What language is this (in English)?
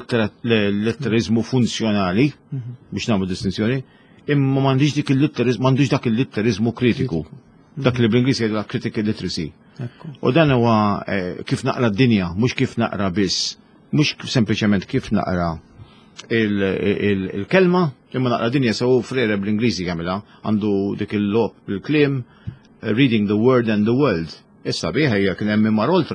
Maltese